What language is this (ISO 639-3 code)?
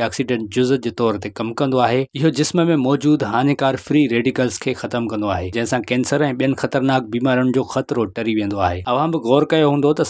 snd